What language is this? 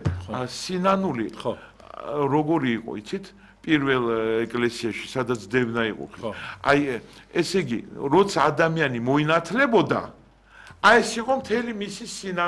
Georgian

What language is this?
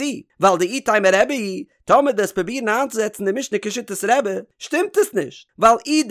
Yiddish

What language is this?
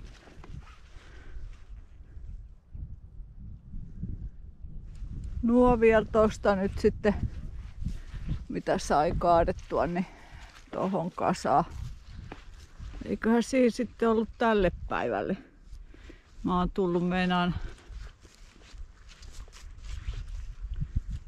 Finnish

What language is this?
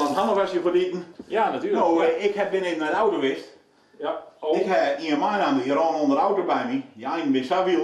Western Frisian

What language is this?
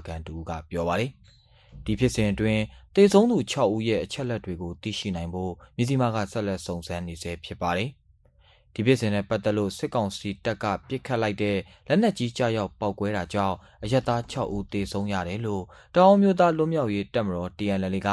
Burmese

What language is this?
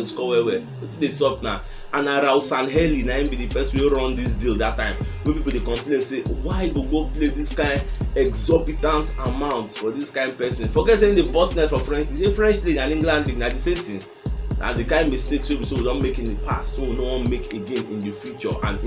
Nigerian Pidgin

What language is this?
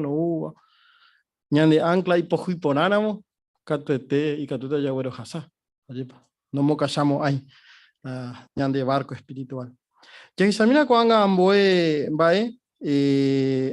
Guarani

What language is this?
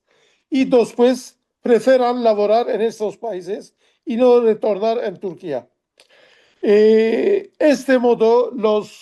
Ladino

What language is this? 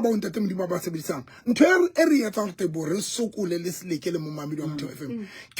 Southern Sotho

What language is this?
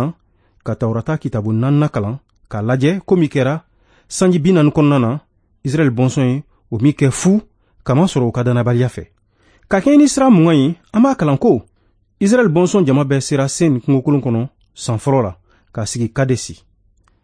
Bambara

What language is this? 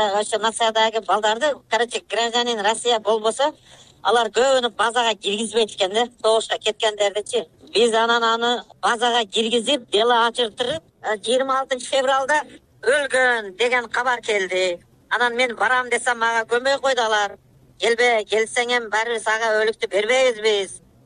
Kyrgyz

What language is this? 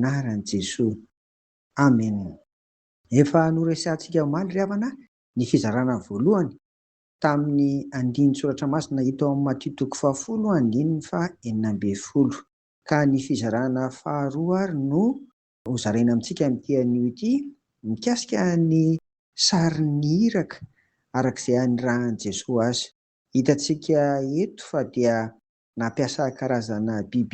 Malagasy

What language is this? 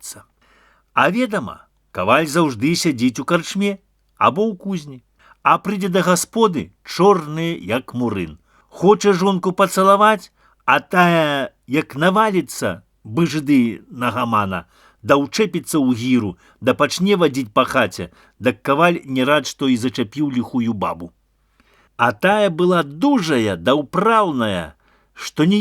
Belarusian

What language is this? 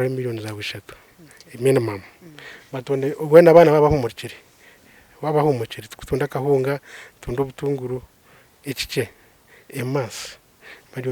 Nyankole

